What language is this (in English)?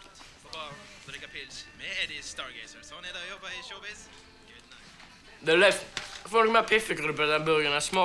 Norwegian